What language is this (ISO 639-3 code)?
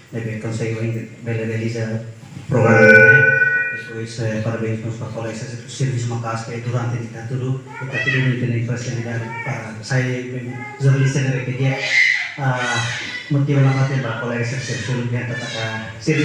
tet